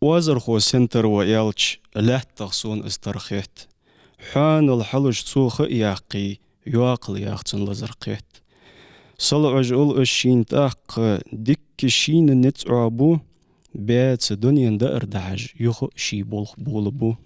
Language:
Ingush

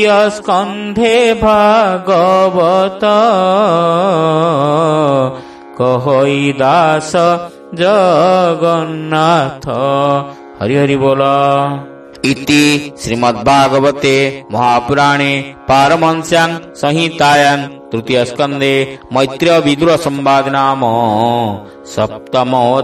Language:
Odia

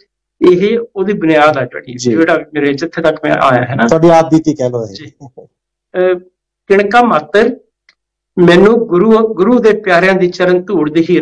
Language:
Punjabi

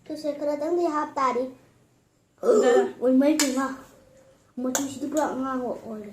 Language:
Manipuri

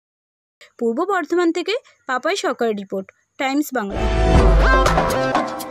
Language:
Bangla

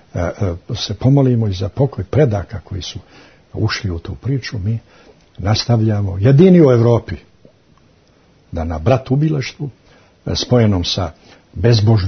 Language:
Croatian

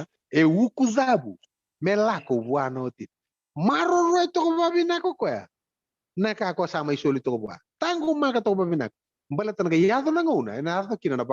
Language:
Fijian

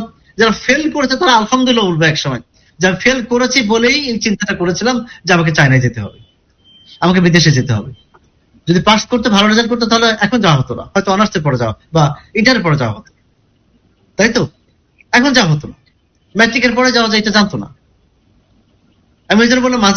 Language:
Bangla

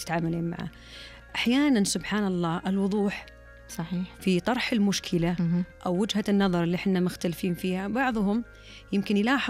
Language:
Najdi Arabic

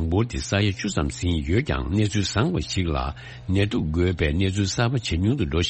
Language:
Tibetan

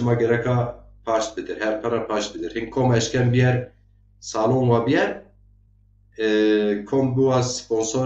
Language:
Zaza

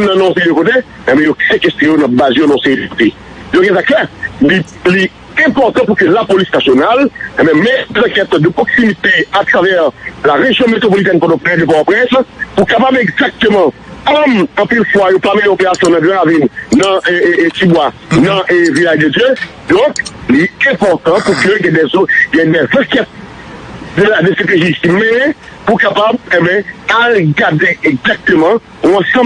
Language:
Haitian Creole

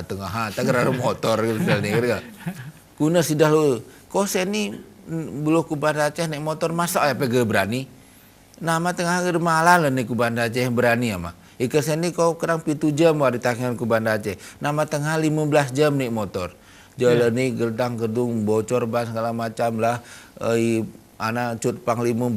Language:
Gayo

